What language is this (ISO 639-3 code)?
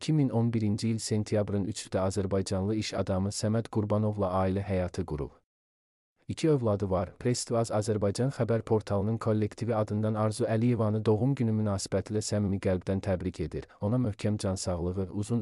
aze